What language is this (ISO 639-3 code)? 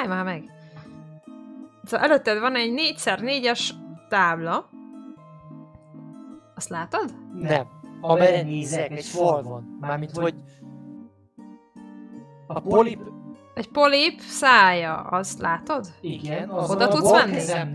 hun